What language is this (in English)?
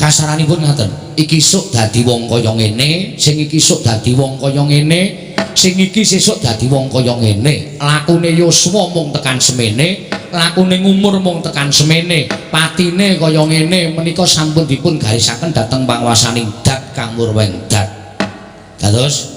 Javanese